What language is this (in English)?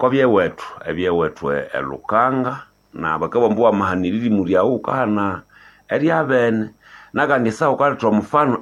Nande